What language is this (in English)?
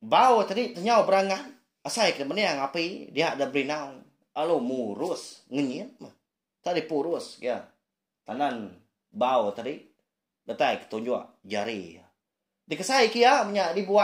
Iban